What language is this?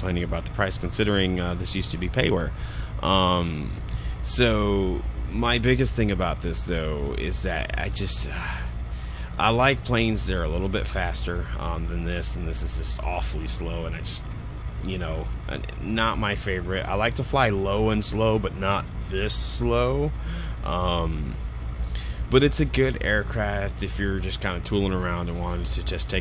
English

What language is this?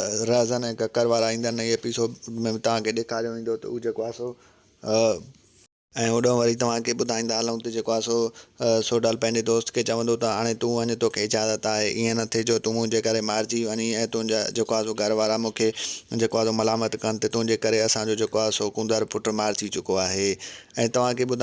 Sindhi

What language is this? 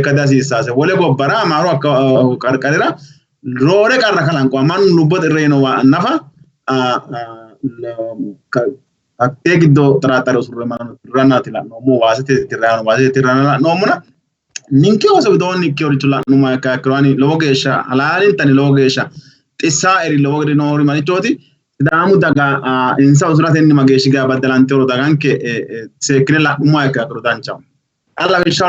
Sidamo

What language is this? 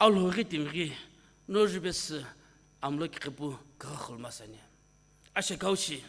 Sumi Naga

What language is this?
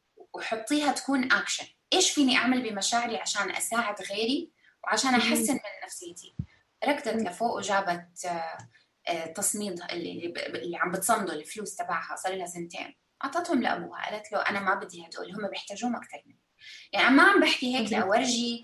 North Levantine Arabic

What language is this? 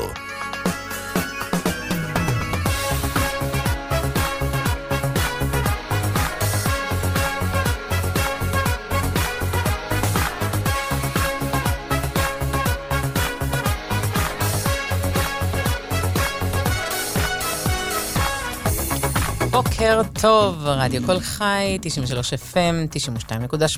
Hebrew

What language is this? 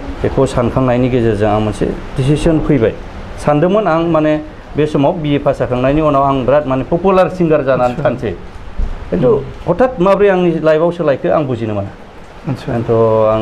Bodo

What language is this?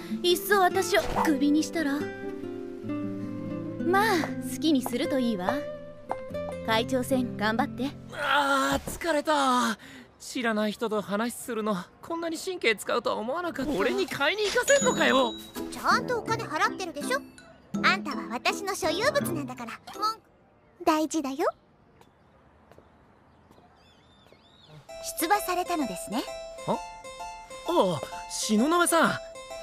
Japanese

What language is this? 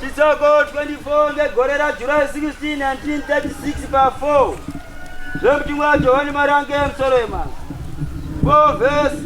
Shona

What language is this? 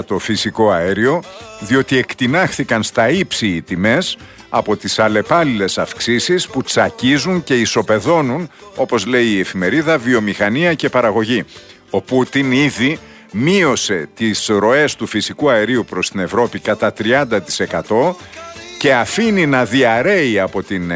Greek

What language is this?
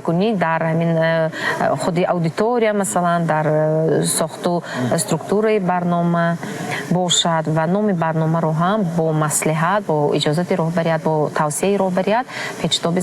Tajik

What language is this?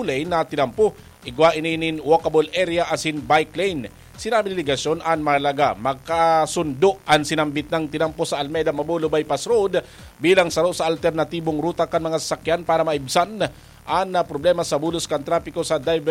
Bikol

